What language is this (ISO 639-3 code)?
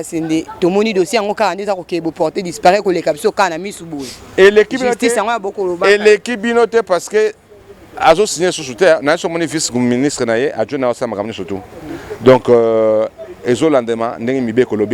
lin